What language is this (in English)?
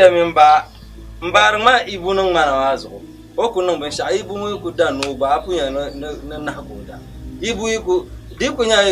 Dagbani